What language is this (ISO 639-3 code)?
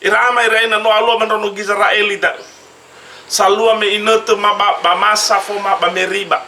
nia